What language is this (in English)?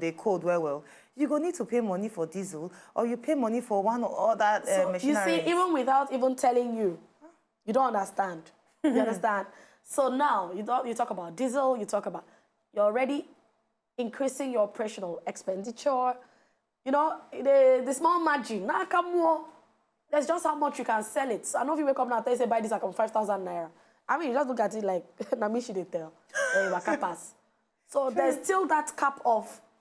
Nigerian Pidgin